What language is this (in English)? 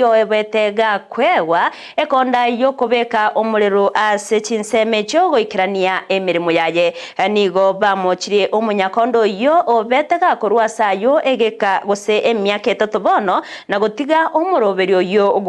Gusii